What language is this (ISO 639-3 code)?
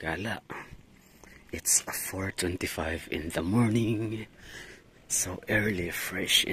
fil